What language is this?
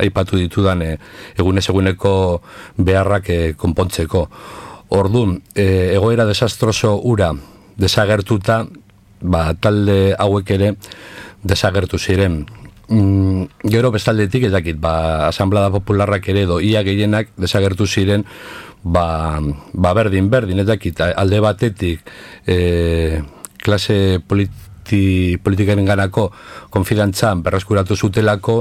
Basque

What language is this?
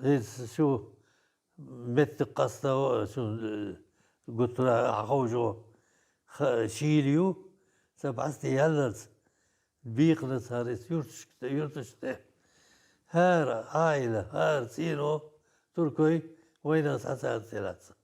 Chechen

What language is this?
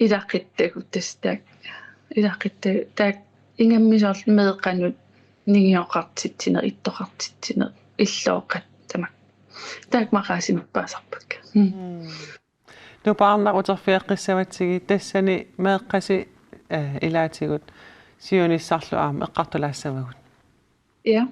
Kalaallisut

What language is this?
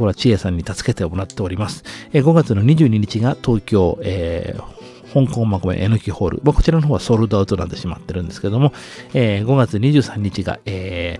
Japanese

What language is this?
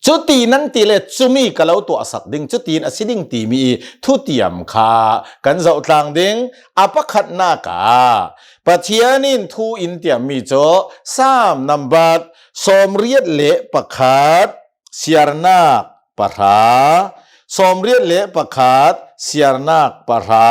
Hakha Chin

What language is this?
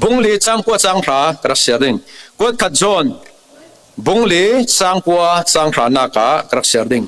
Falam Chin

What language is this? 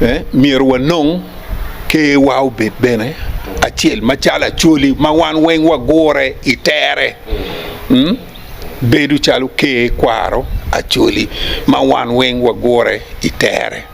Acoli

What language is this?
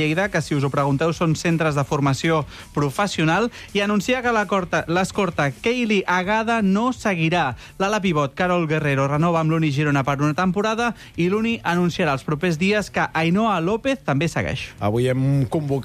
Catalan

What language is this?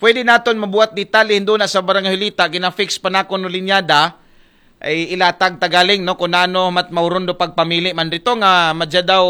Aklanon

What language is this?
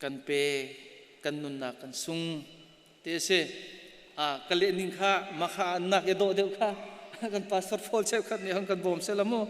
Hakha Chin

